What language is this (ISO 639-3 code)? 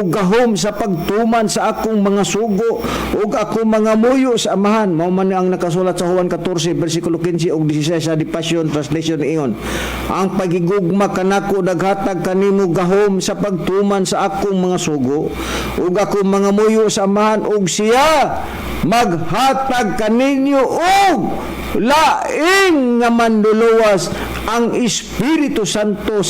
ceb